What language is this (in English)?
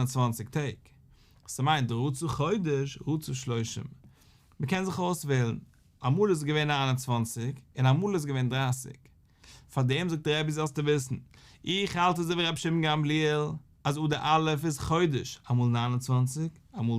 Yiddish